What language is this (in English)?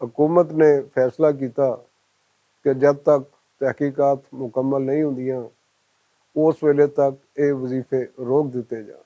Western Panjabi